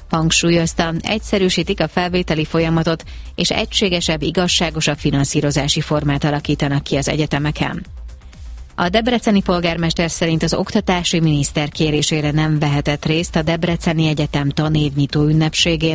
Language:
Hungarian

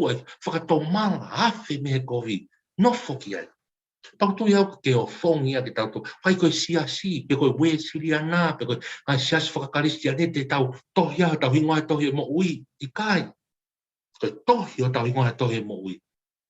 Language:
Tongan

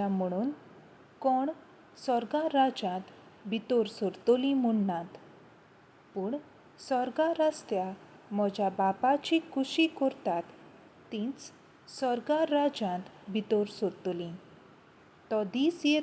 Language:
Konkani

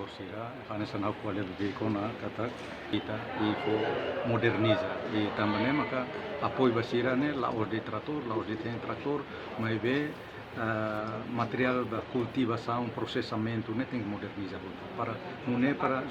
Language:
Tetum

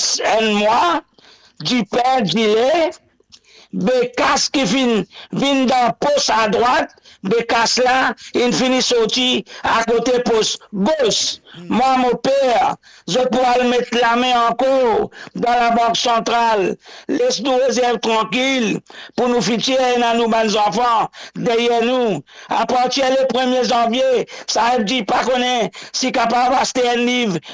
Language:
Morisyen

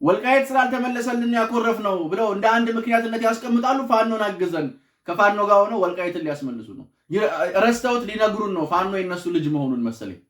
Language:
Amharic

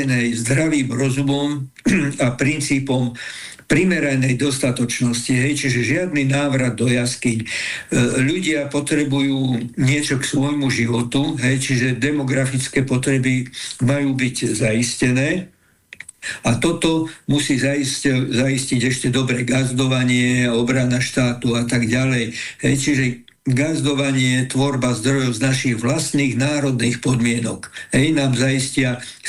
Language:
Slovak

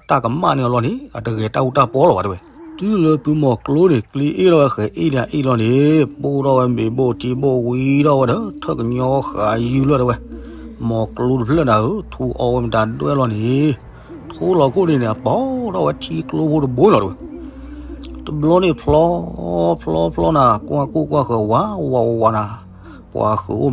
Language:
S'gaw Karen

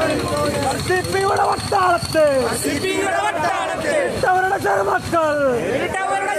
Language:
Malayalam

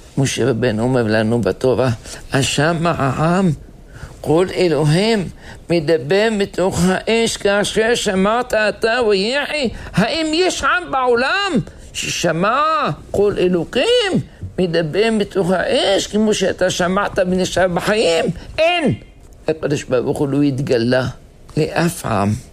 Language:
Hebrew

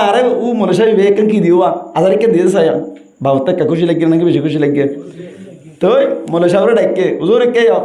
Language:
Rohingya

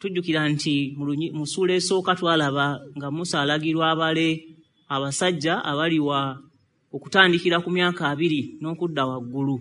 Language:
Ganda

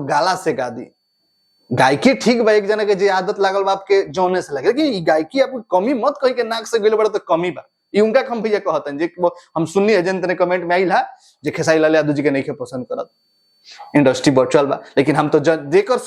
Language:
Bhojpuri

